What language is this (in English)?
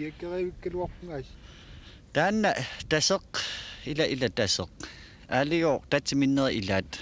Kalaallisut